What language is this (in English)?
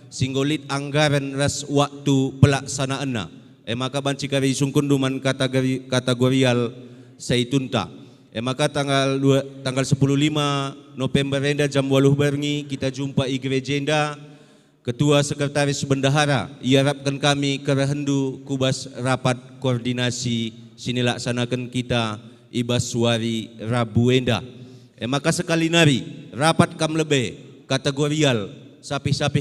Batak Karo